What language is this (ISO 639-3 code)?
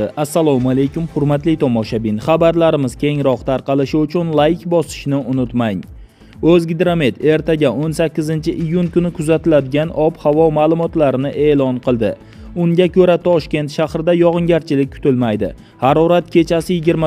uzb